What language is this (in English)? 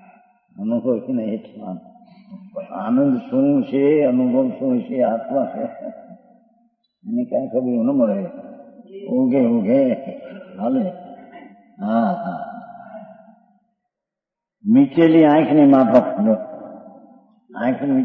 Gujarati